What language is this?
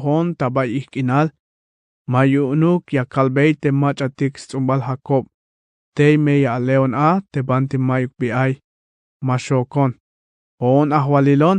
Tzeltal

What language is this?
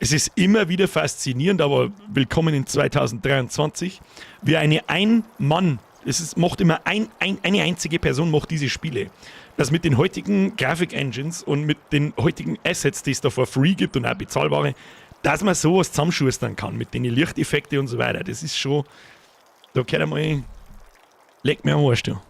Bavarian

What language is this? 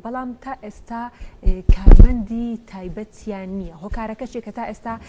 Central Kurdish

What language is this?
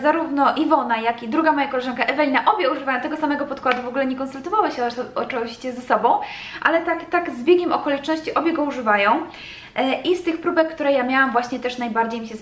Polish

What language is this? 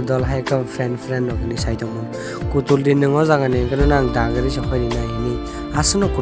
Kok Borok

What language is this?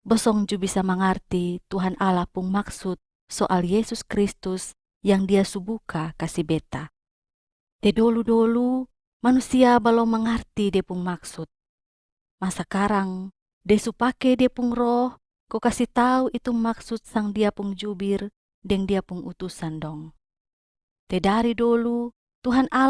Kupang Malay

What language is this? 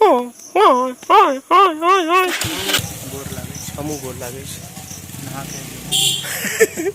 Maithili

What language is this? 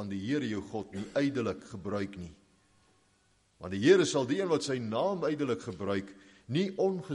Afrikaans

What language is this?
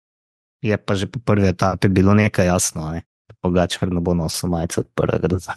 Slovenian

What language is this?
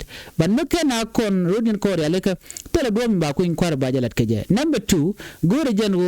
Nuer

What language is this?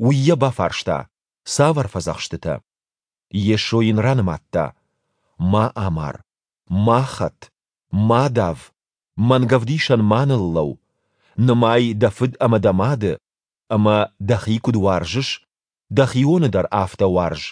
Ossetic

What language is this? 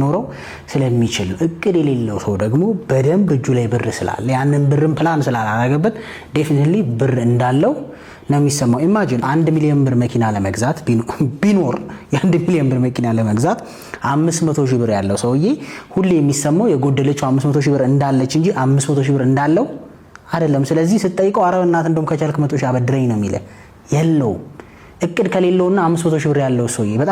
Amharic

